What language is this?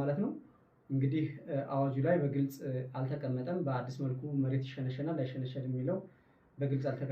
Amharic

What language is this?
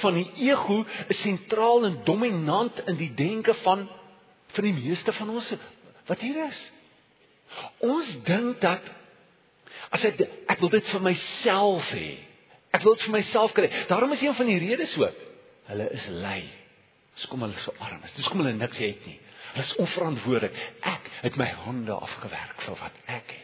Afrikaans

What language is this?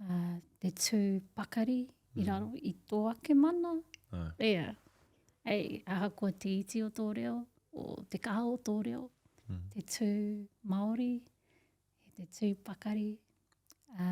Māori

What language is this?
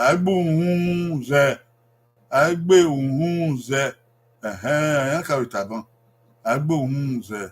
Bini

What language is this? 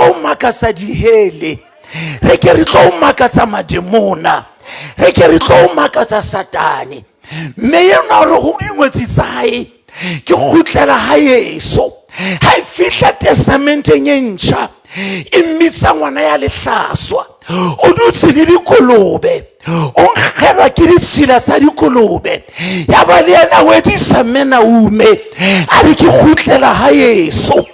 Southern Sotho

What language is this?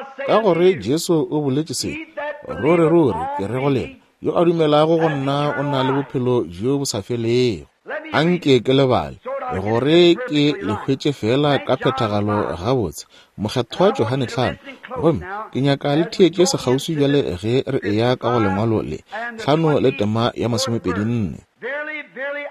Northern Sotho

